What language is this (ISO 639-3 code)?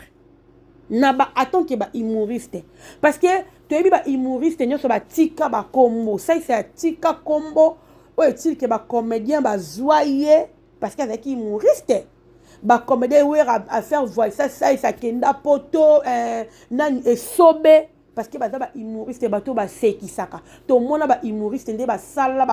lin